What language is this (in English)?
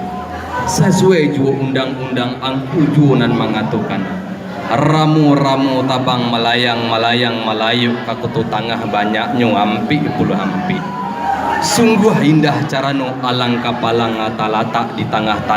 Minangkabau